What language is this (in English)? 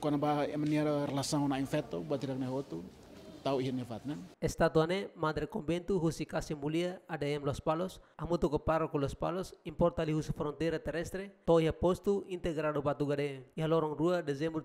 Tetum